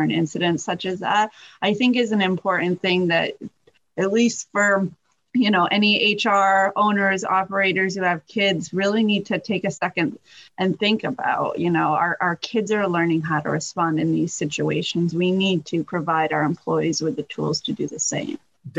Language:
English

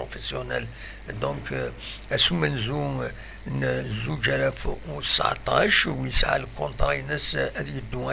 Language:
Kabyle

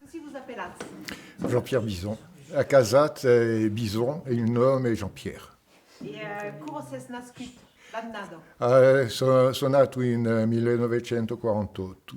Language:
Occitan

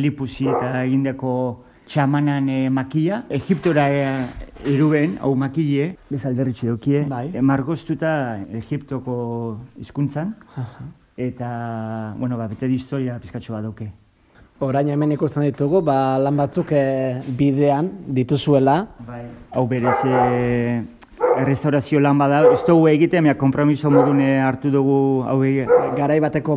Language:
Basque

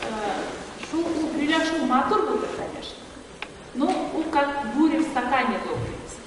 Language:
Bashkir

